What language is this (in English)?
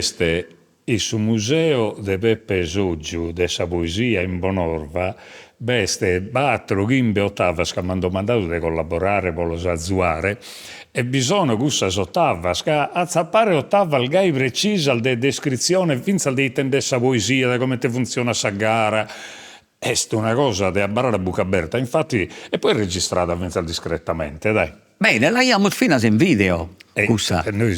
Sardinian